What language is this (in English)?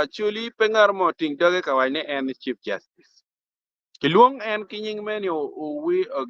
Acoli